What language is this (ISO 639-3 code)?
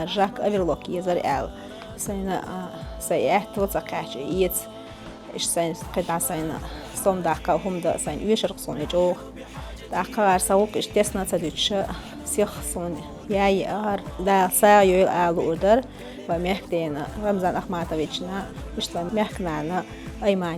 che